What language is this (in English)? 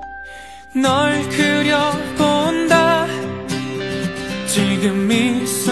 Korean